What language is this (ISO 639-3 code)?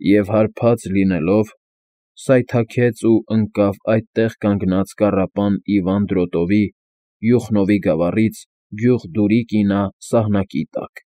hye